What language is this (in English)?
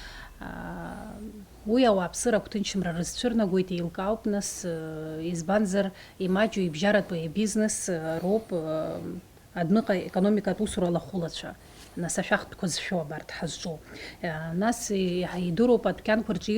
Abkhazian